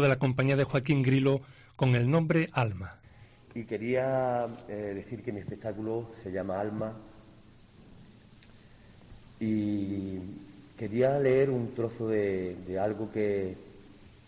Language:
Spanish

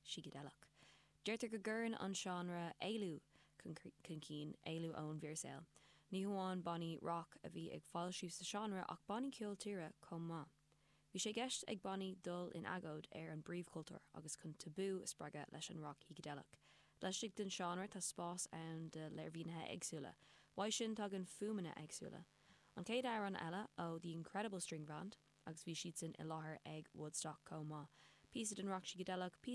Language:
Irish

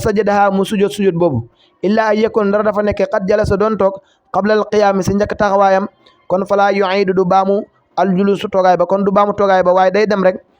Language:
Wolof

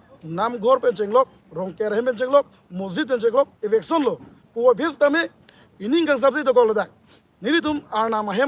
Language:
Karbi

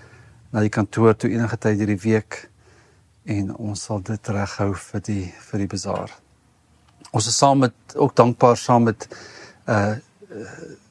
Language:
Afrikaans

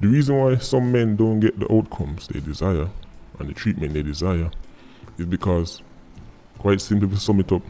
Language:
Jamaican Creole English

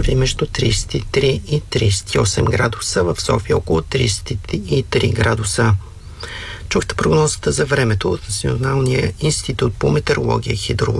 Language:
Bulgarian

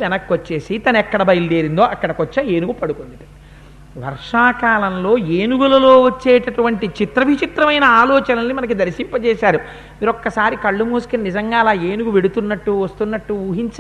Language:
Telugu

